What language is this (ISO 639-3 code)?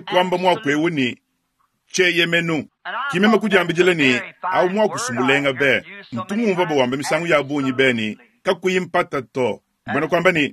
lua